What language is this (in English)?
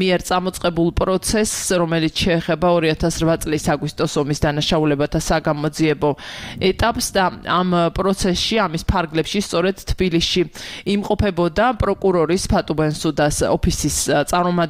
Georgian